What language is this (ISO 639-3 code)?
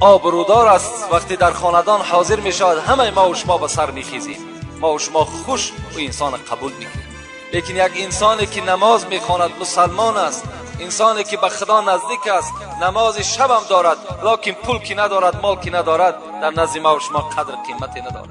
tgk